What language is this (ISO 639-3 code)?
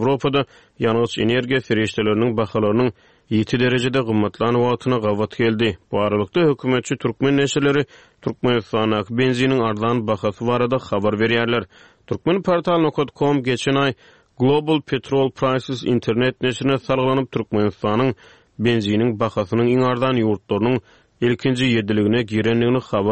tuk